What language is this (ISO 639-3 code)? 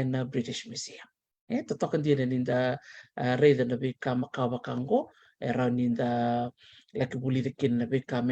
fij